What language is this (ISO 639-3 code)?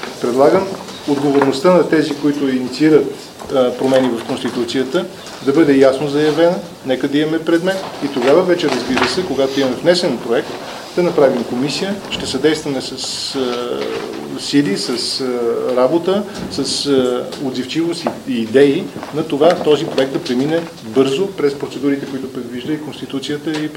bul